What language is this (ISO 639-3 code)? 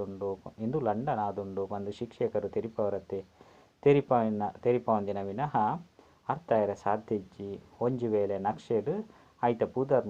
tcy